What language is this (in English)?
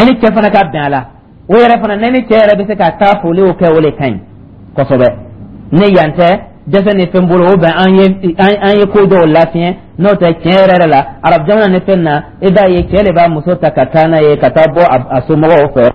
Dyula